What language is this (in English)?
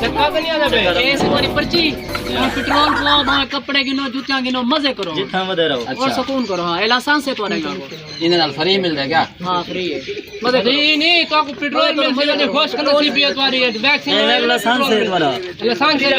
Saraiki